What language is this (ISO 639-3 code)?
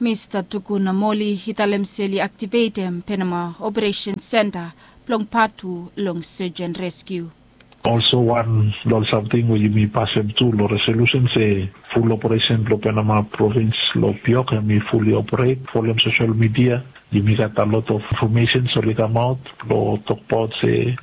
bis